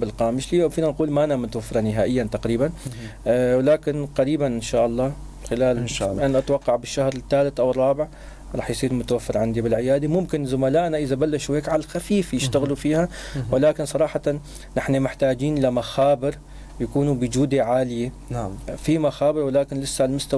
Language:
North Levantine Arabic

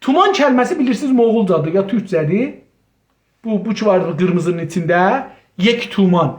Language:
South Azerbaijani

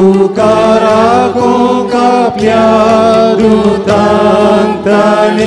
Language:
Konkani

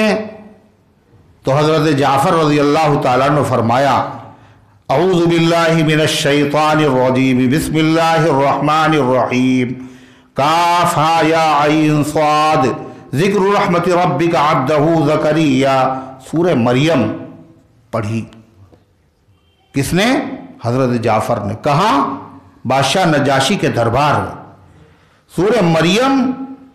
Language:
Urdu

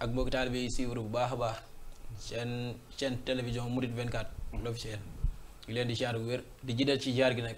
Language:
Wolof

